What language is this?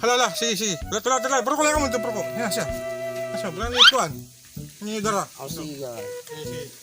Waray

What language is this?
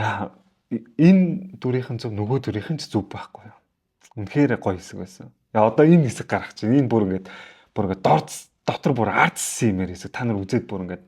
Mongolian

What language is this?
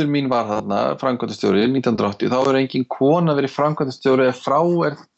Icelandic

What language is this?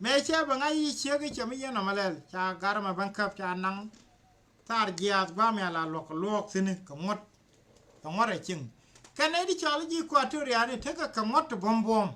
Nuer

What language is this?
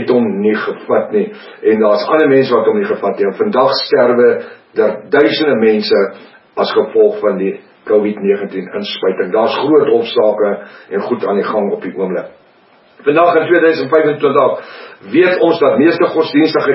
Afrikaans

